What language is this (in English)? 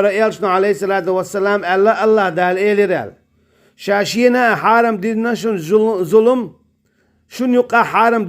Chechen